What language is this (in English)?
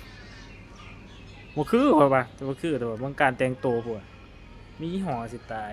Northeastern Thai